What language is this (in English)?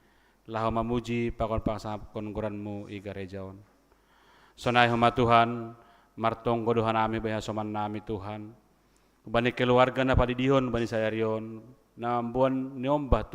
Batak Simalungun